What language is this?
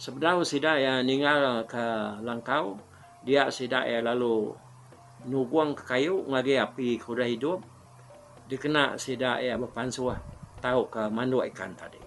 Iban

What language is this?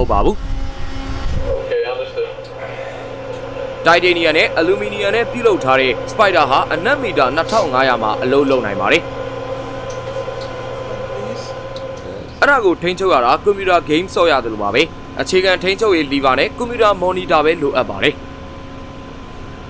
Burmese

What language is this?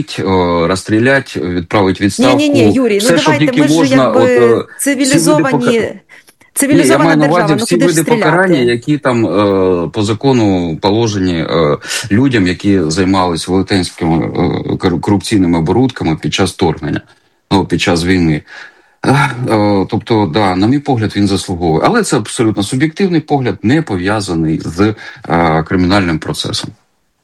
Ukrainian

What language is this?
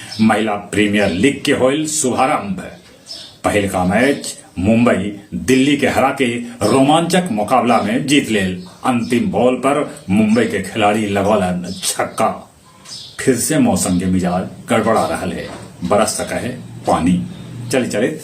Magahi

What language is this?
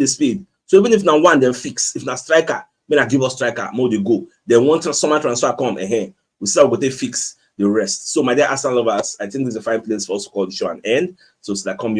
Nigerian Pidgin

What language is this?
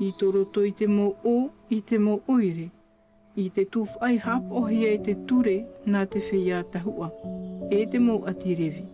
Tahitian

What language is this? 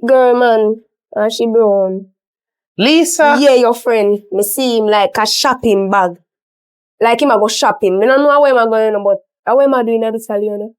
Jamaican Creole English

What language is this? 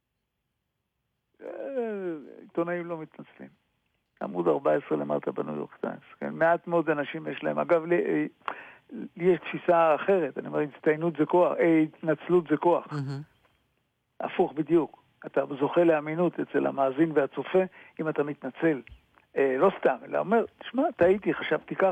Hebrew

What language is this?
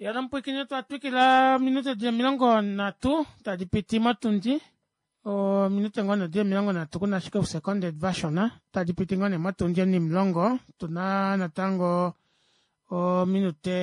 Kuanyama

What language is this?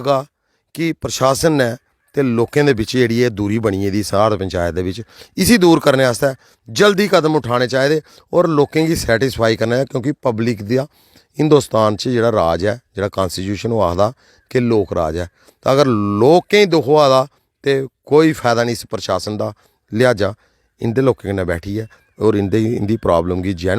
Dogri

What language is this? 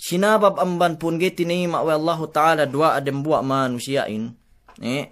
Yakan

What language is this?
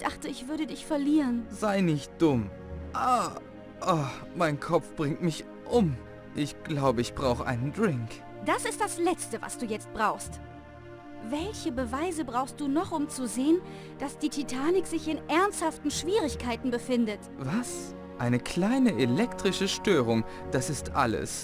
Bavarian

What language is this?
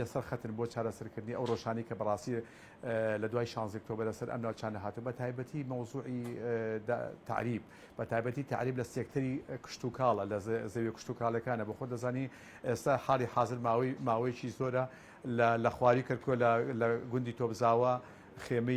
Central Kurdish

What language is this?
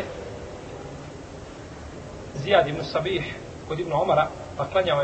Bosnian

